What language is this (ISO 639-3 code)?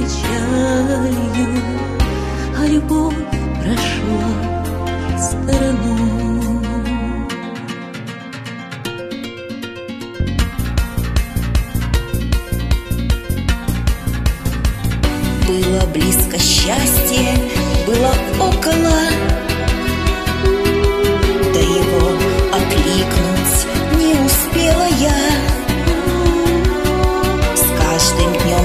rus